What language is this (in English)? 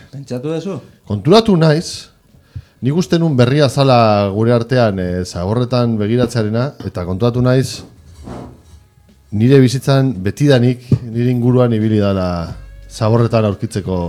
Basque